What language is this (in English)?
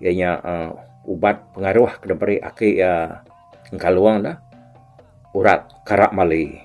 Iban